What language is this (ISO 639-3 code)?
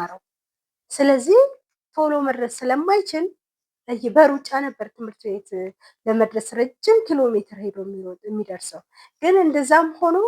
amh